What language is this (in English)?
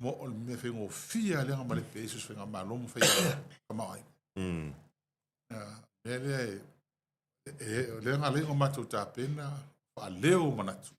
Samoan